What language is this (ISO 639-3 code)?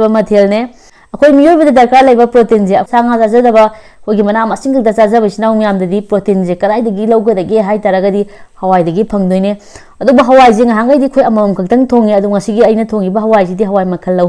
mni